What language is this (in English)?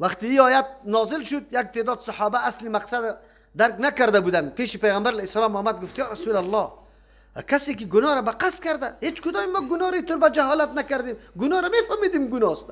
Persian